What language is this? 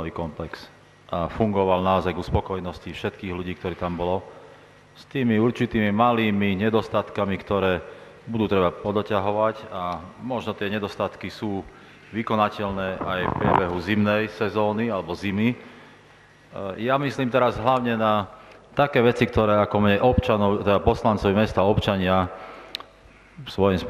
Slovak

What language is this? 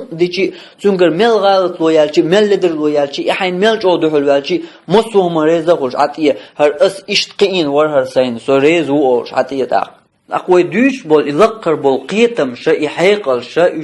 Chechen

